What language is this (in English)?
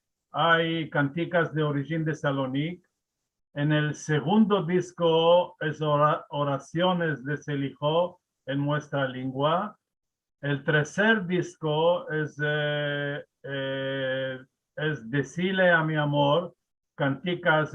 Ladino